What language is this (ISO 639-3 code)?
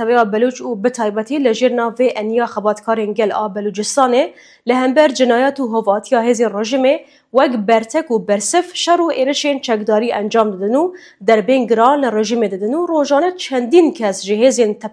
kur